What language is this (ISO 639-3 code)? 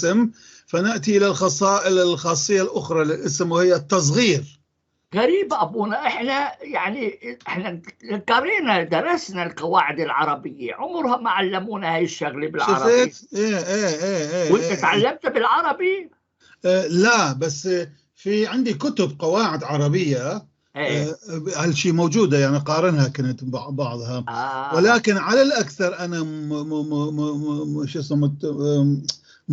apc